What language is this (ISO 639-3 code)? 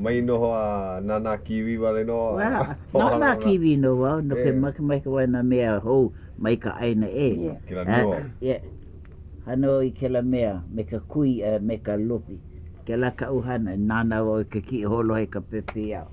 haw